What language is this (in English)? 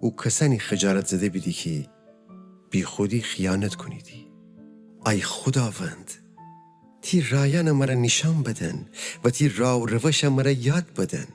Gilaki